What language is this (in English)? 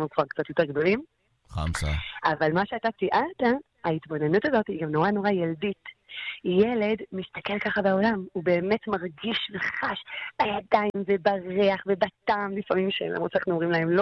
Hebrew